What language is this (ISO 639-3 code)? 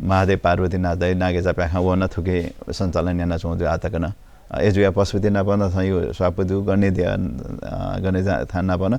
new